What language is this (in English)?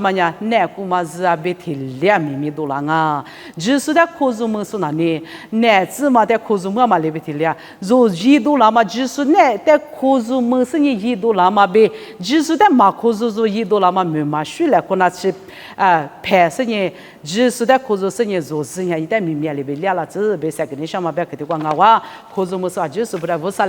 Lisu